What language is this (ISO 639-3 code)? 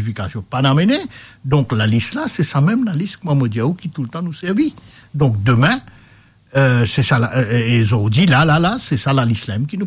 mfe